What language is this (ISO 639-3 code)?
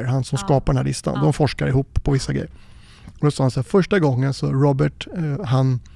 swe